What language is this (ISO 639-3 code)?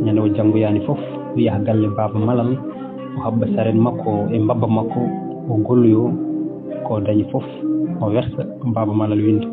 ful